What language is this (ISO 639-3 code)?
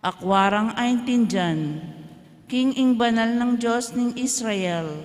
pam